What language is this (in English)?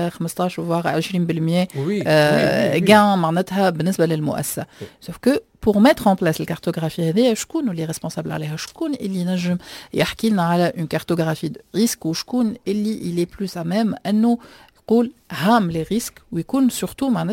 Tunisian Arabic